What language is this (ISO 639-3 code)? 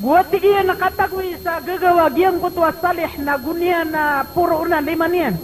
mrw